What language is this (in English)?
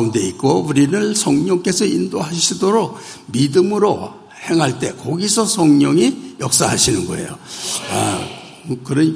Korean